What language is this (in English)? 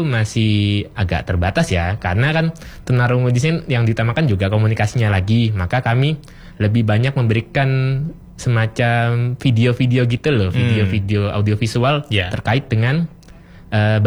Indonesian